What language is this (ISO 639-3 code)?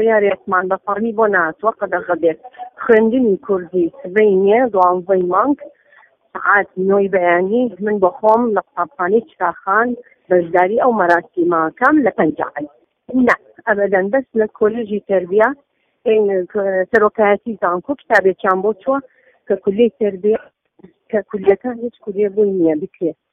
ckb